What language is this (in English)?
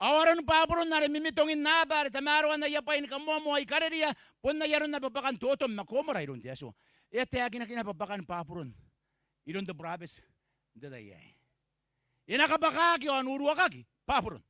Gilbertese